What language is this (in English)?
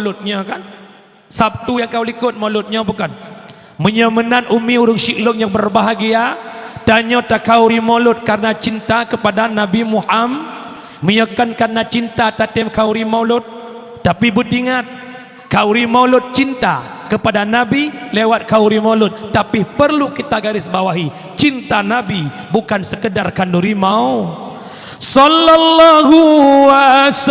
Achinese